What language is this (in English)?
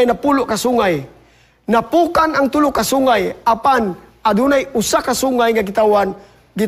Cebuano